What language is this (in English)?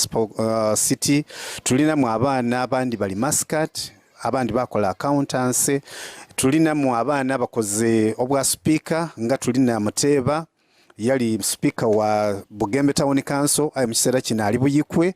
Soga